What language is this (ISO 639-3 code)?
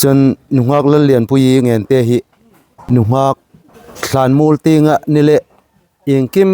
hmr